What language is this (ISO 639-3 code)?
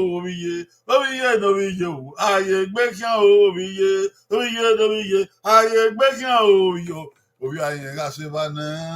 bin